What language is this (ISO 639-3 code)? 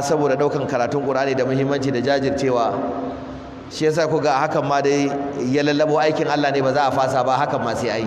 hau